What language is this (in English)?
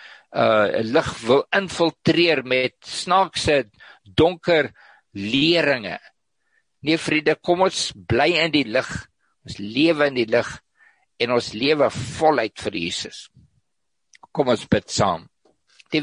Afrikaans